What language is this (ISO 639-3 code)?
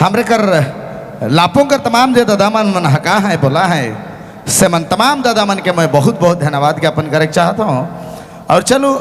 sck